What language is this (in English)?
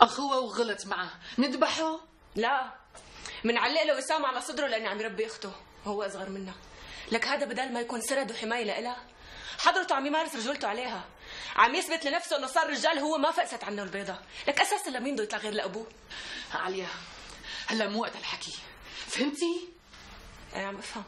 North Levantine Arabic